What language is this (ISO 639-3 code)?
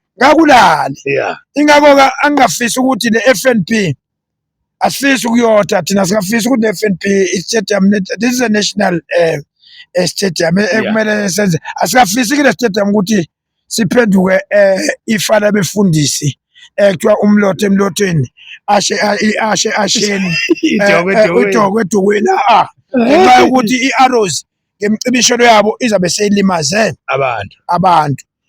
zul